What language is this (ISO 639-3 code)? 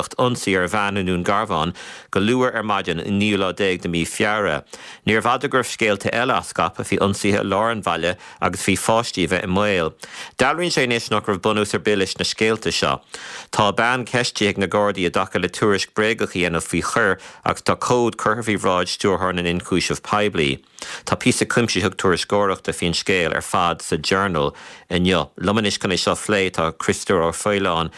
gle